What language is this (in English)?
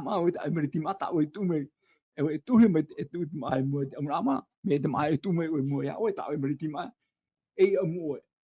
Tahitian